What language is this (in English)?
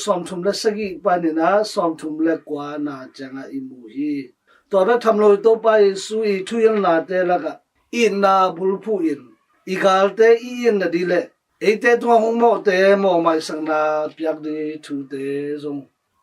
Tedim Chin